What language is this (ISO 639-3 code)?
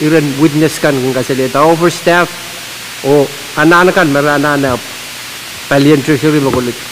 pon